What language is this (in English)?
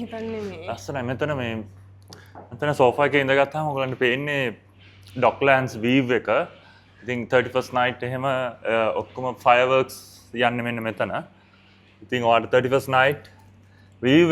Sinhala